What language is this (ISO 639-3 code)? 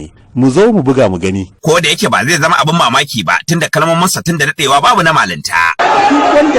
hau